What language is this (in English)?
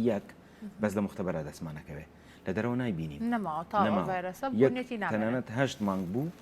Central Kurdish